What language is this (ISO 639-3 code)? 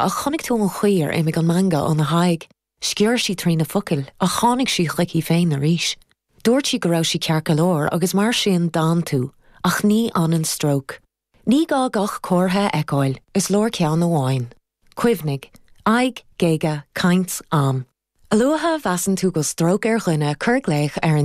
gle